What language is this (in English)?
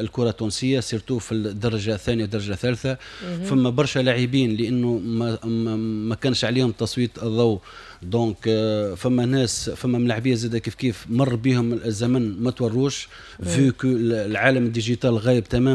Tunisian Arabic